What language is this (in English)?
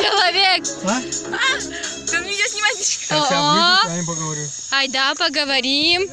Udmurt